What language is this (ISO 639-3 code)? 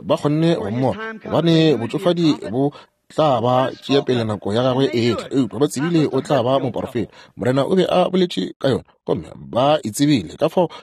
nso